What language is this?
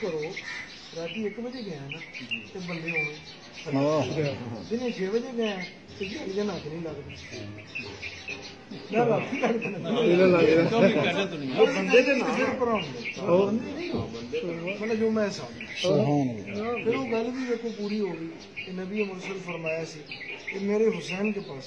Urdu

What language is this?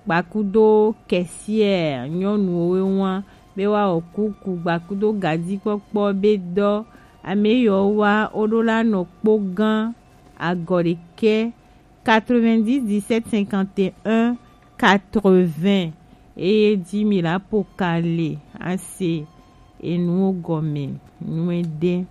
Gen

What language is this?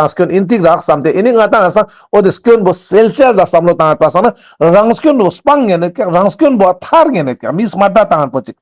Ladakhi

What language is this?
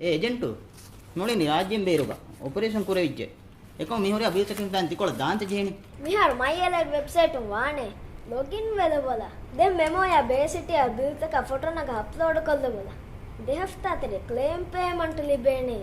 Divehi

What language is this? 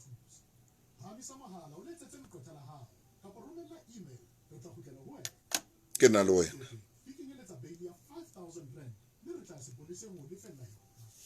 Southern Sotho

